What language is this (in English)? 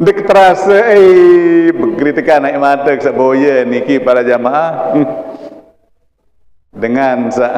Sasak